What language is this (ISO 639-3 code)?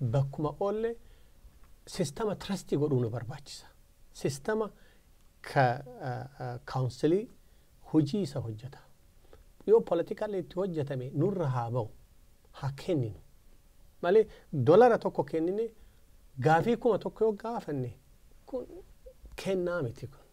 orm